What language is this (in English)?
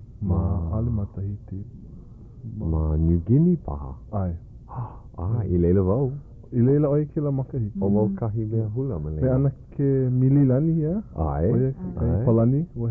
Hawaiian